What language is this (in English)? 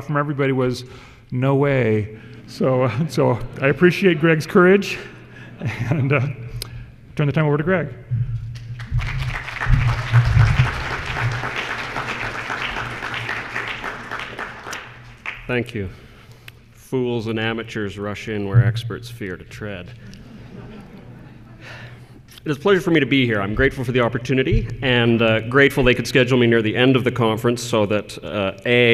English